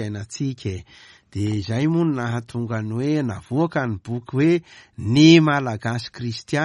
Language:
Malagasy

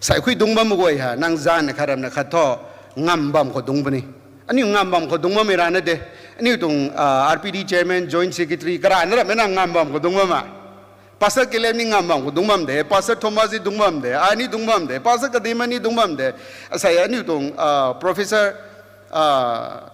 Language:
Rongmei Naga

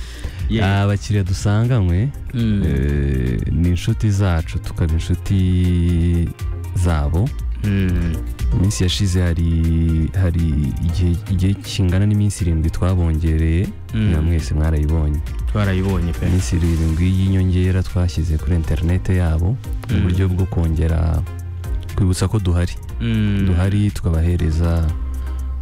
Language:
Kinyarwanda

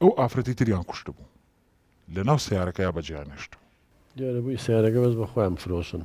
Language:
Central Kurdish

